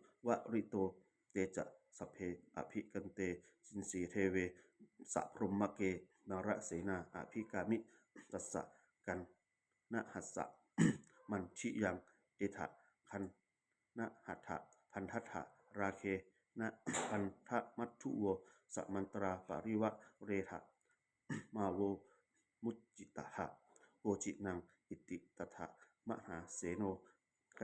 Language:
Pali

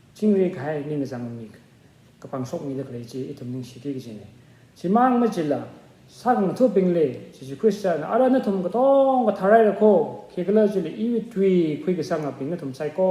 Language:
Tangkhul Naga (India)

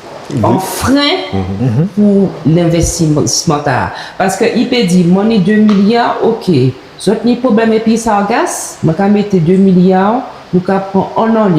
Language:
Guadeloupean Creole French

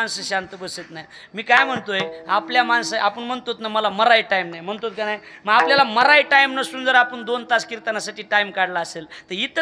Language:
Marathi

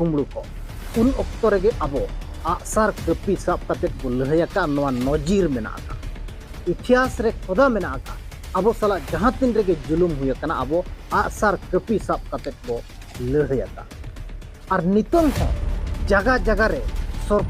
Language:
Santali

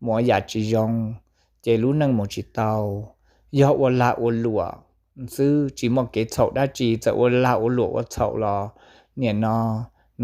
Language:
Hmong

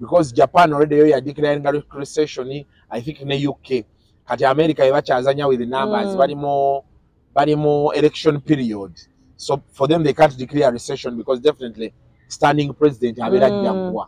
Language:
Ganda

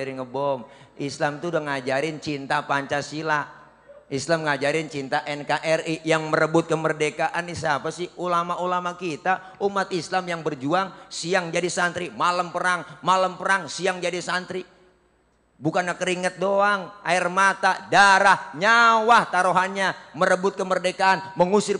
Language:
Betawi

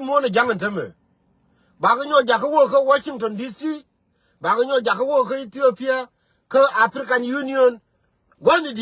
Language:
Nuer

